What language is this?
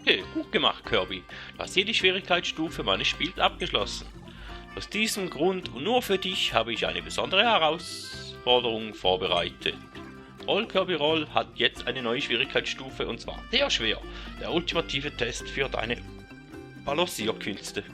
Swiss German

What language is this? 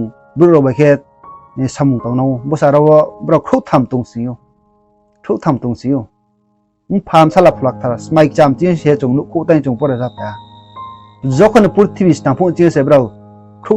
Riang (India)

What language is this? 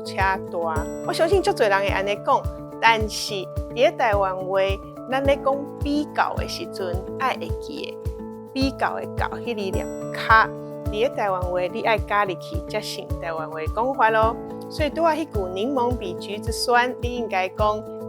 Min Nan Chinese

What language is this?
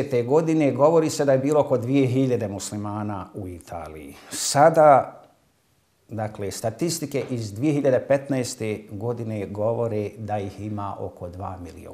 Bosnian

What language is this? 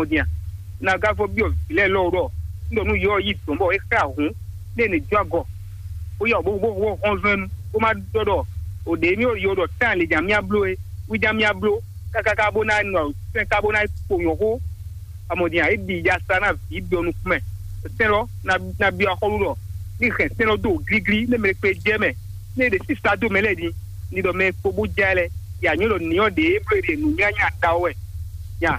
Fon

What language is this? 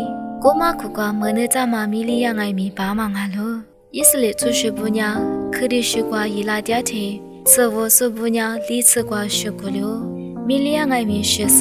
Lisu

